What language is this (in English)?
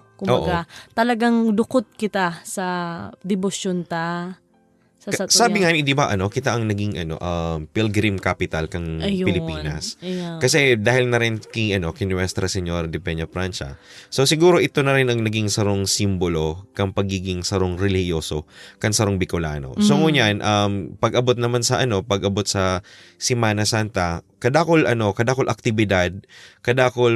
Bikol